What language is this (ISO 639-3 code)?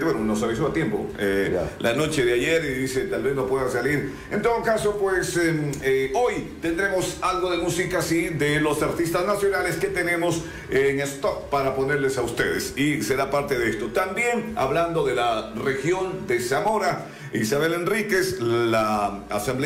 spa